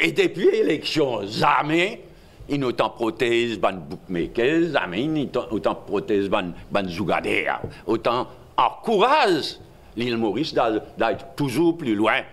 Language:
Morisyen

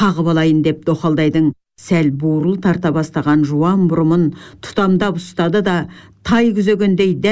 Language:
Kazakh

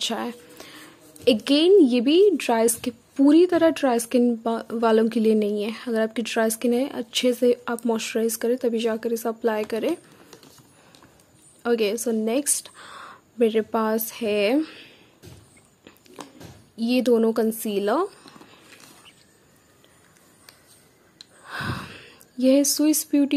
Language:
Hindi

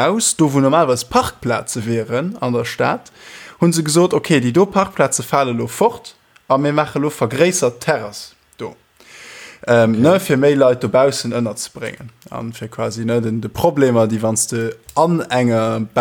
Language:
Luxembourgish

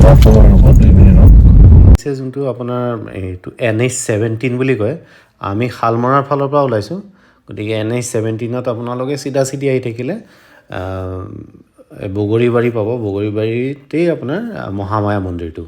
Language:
Assamese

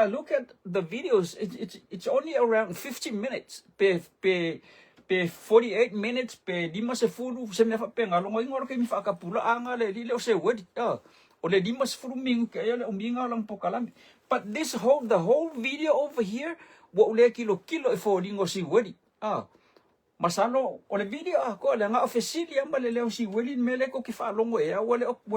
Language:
Samoan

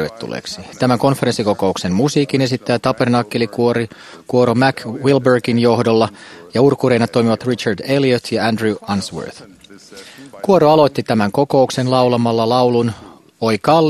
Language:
Finnish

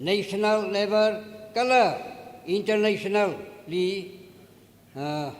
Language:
Tangkhul Naga (India)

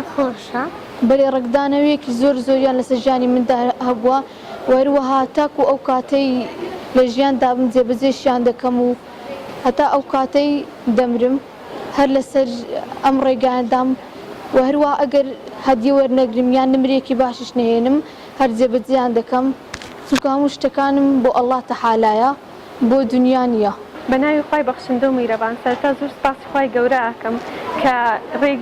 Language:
Central Kurdish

